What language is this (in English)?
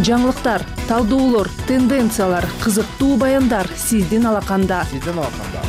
Kyrgyz